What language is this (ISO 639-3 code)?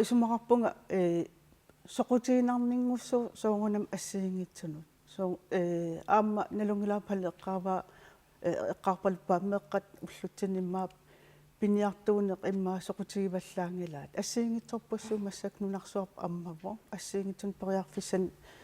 kal